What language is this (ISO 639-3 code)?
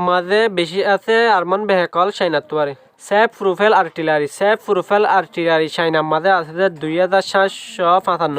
rhg